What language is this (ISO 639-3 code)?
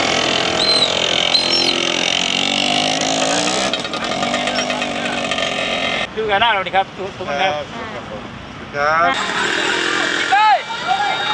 tha